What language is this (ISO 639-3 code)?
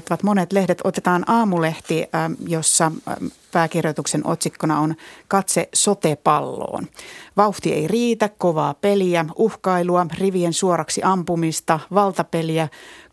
fin